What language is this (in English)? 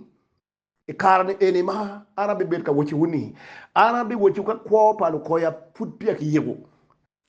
Acoli